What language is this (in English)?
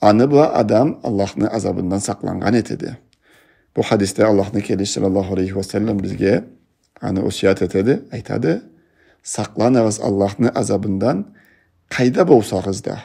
Karachay-Balkar